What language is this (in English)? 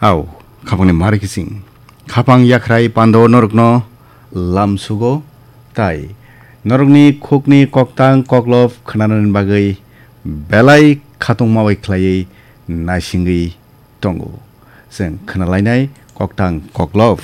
Kok Borok